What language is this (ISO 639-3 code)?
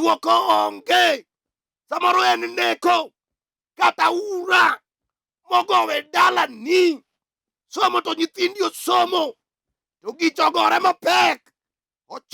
luo